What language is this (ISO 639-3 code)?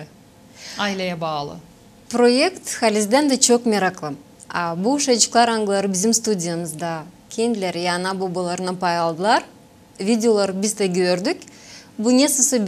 gag